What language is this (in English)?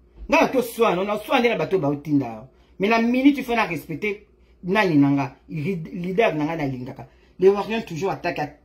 Lingala